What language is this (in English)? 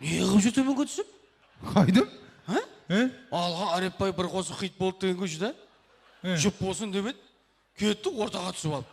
Kara-Kalpak